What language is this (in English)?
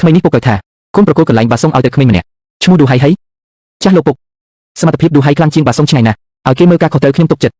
Khmer